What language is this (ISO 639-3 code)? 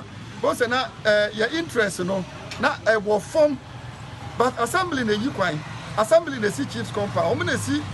aka